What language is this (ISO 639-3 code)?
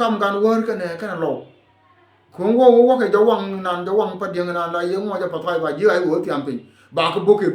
nus